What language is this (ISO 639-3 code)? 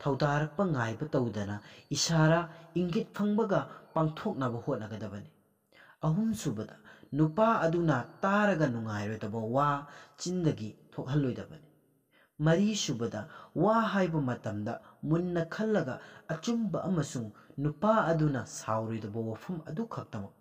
mni